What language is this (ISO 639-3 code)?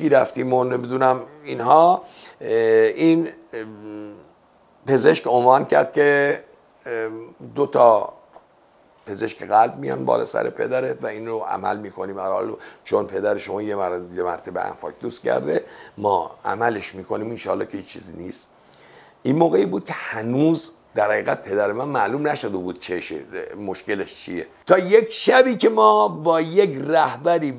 fas